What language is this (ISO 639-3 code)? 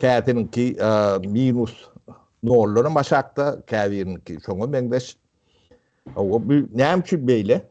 tuk